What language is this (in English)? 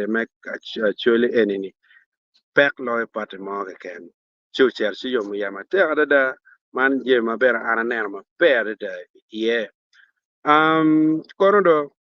Acoli